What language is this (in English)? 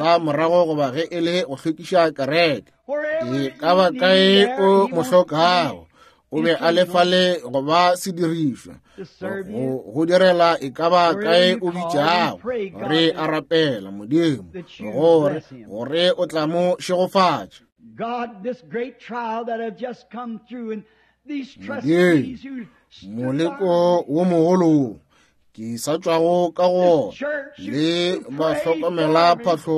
Northern Sotho